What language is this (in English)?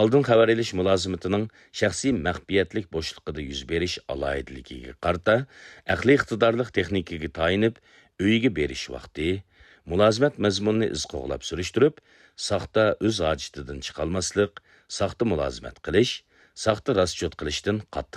Uyghur